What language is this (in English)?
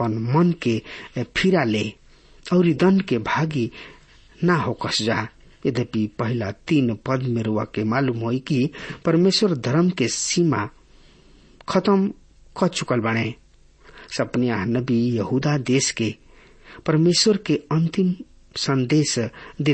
Bhojpuri